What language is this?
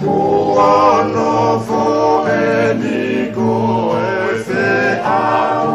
Tongan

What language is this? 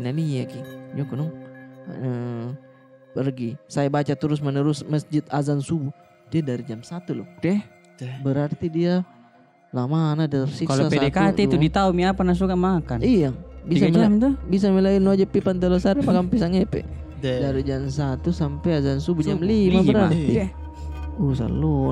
Makassar Malay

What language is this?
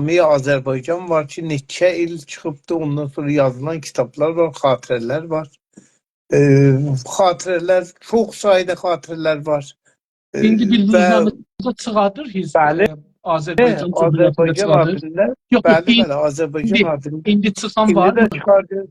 South Azerbaijani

